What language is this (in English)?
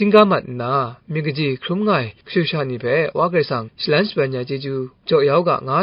Kachin